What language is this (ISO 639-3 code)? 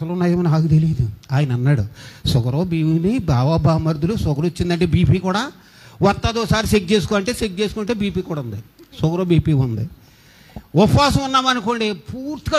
tel